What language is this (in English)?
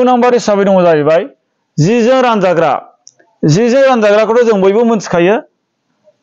Bodo